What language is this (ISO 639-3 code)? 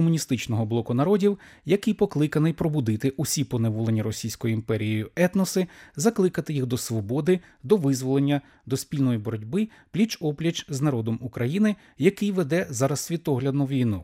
ukr